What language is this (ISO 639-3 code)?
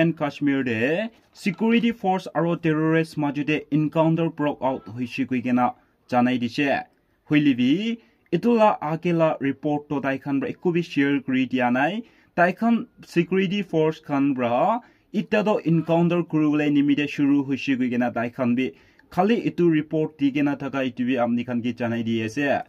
nag